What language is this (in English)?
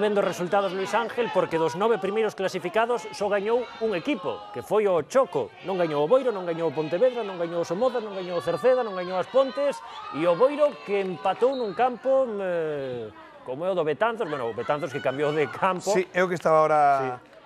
Galician